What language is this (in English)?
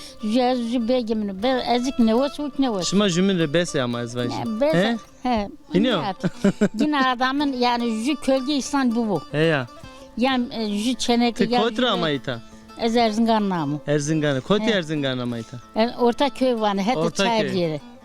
Zaza